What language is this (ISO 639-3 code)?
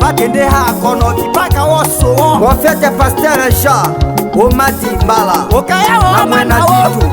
tll